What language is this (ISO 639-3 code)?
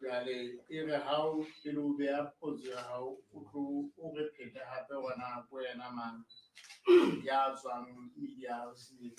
sot